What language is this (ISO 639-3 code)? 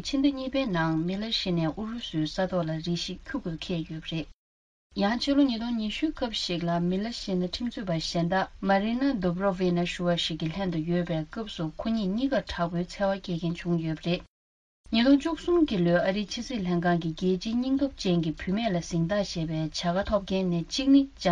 bod